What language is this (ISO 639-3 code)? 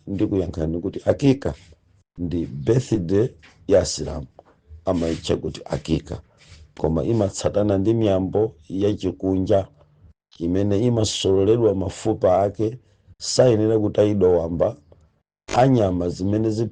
nya